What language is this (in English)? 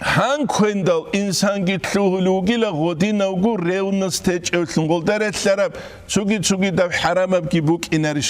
Avaric